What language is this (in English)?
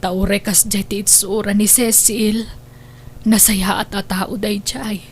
Iloko